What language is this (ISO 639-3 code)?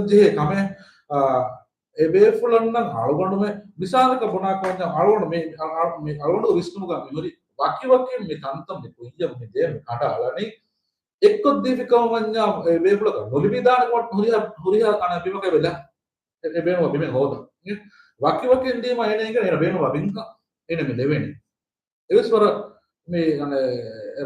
div